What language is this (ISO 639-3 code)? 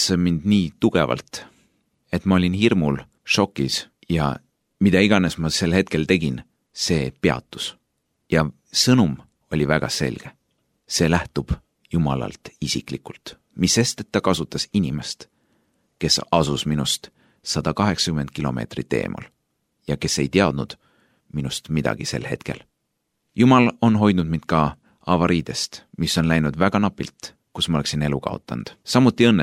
est